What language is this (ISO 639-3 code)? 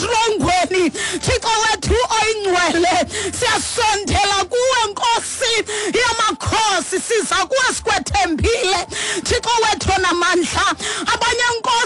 xho